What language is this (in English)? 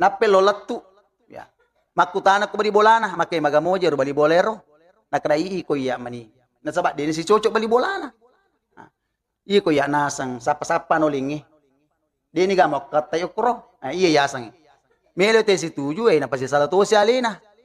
Buginese